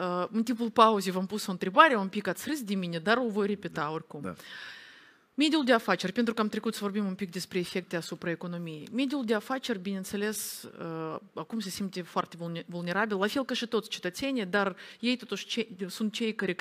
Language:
Romanian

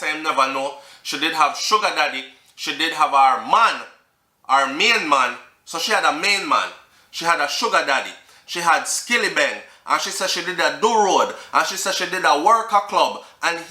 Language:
Jamaican Creole English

